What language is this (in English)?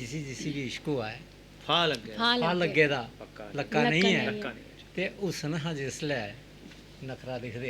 Dogri